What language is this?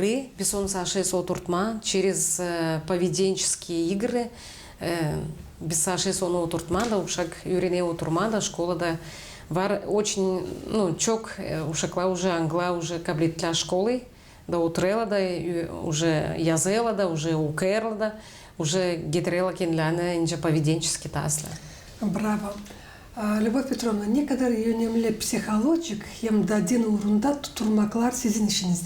Gagauz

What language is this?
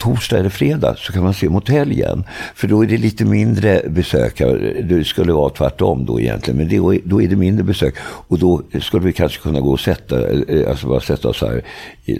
Swedish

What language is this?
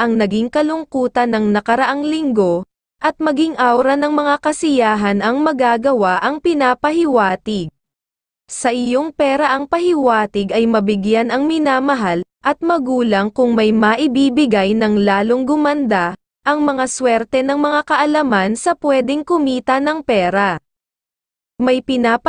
Filipino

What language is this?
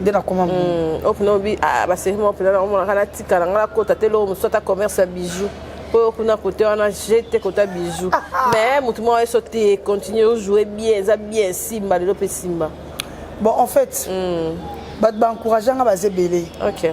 Lingala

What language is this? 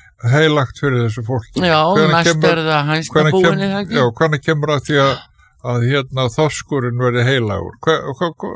Icelandic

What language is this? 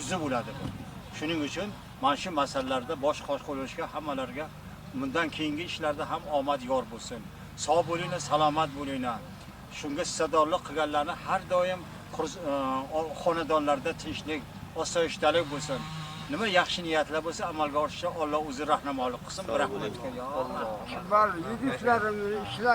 Uzbek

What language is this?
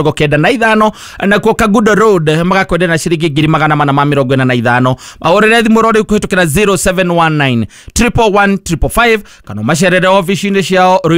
Kikuyu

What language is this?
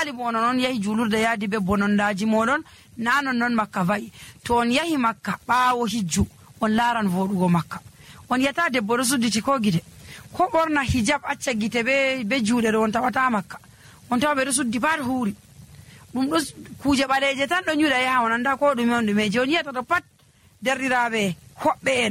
Nigerian Fulfulde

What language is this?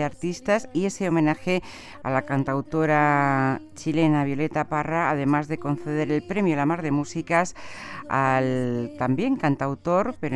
Spanish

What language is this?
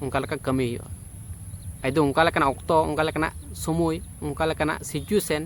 Santali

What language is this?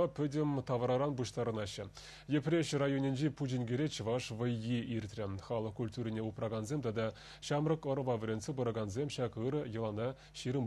Chuvash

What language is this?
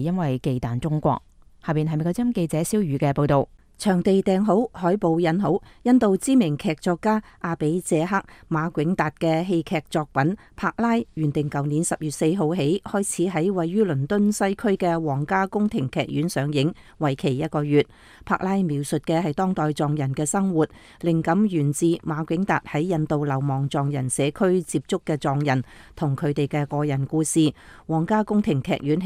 Cantonese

